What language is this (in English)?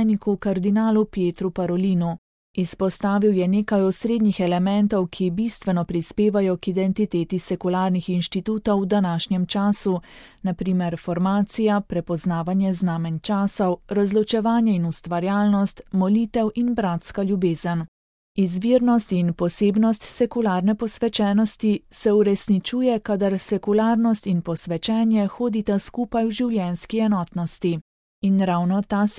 Slovenian